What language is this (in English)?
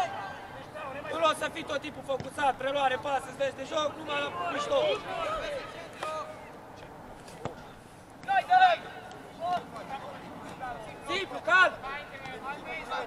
Romanian